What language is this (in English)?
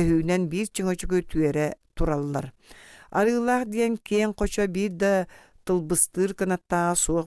Yakut